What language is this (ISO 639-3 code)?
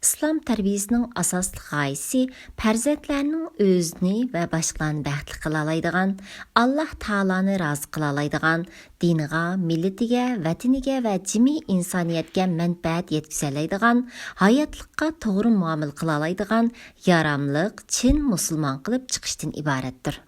uig